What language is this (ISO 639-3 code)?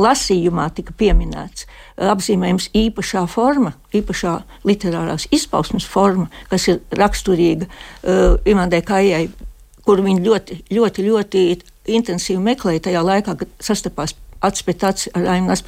lav